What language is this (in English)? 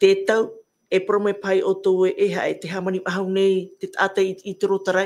Tahitian